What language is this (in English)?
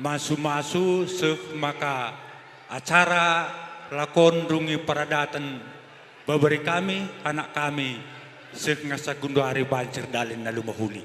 Batak Karo